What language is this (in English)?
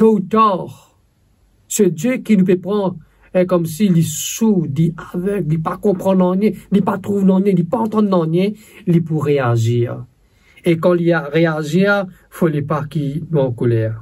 Morisyen